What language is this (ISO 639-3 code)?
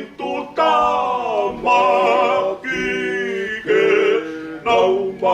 ton